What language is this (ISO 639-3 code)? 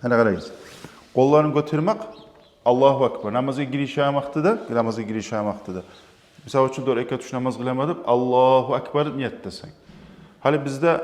kum